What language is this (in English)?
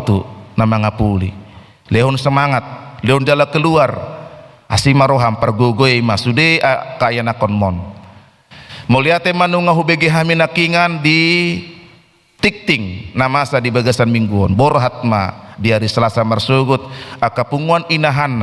Batak Toba